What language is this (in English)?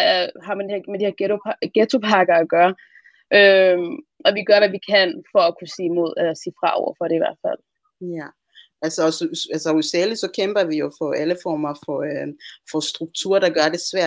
Danish